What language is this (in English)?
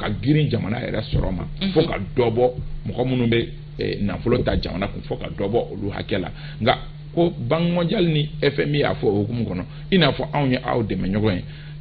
Bambara